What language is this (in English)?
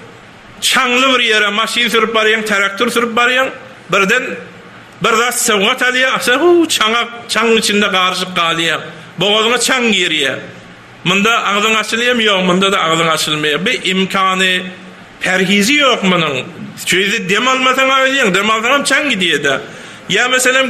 Turkmen